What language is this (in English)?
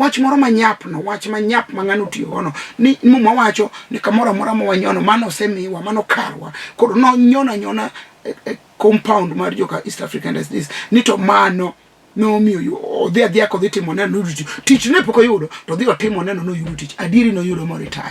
Luo (Kenya and Tanzania)